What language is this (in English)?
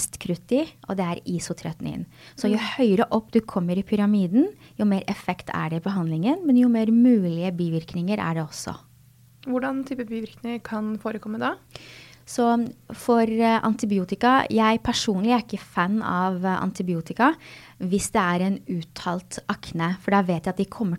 Norwegian